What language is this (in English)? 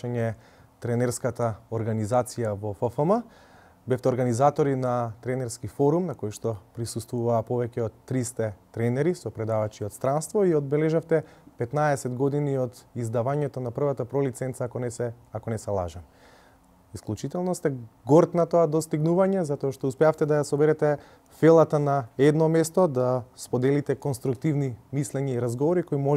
Macedonian